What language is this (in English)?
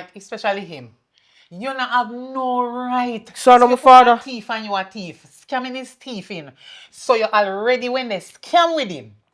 Jamaican Creole English